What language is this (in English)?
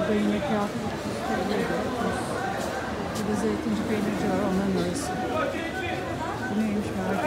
Turkish